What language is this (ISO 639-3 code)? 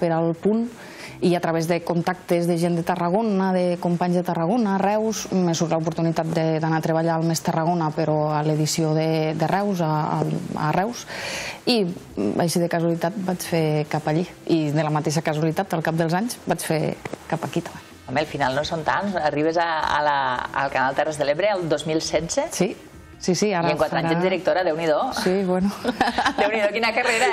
cat